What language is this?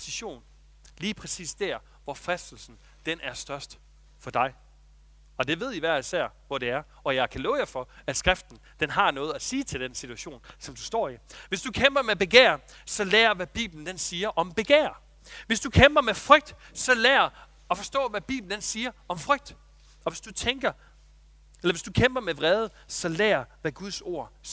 Danish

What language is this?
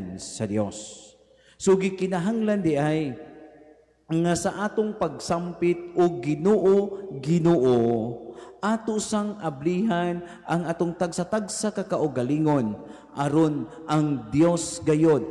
Cebuano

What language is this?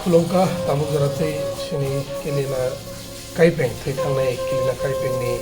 Kok Borok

